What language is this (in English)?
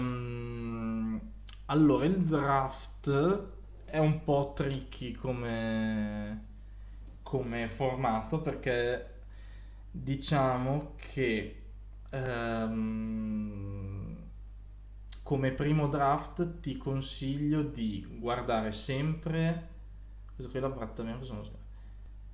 Italian